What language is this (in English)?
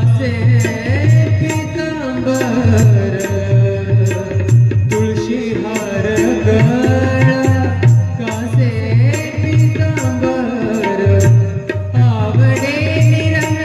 Marathi